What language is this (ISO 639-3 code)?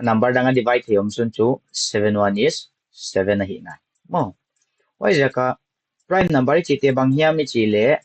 pck